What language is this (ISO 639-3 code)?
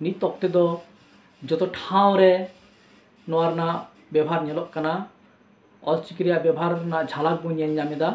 sat